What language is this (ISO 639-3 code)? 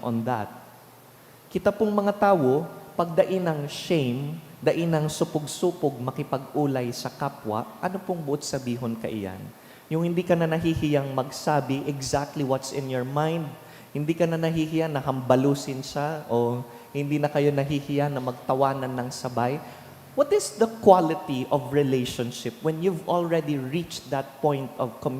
bik